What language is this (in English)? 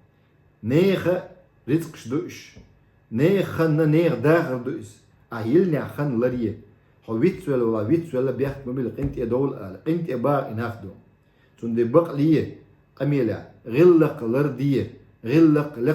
Chechen